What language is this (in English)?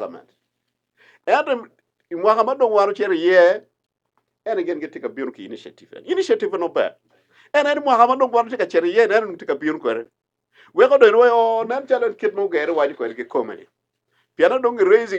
Acoli